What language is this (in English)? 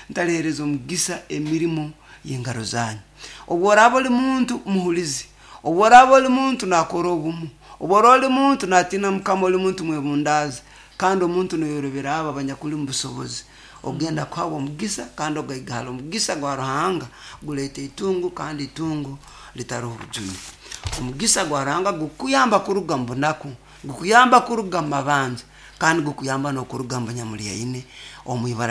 Nyoro